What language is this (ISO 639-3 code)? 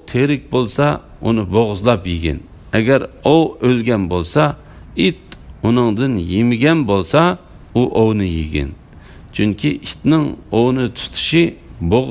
uig